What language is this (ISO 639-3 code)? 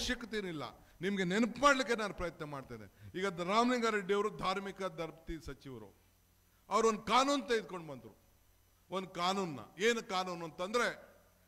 kan